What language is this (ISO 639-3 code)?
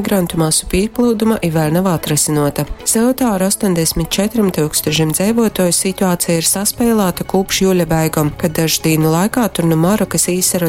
ltg